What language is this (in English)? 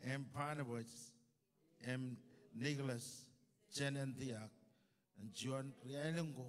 Marshallese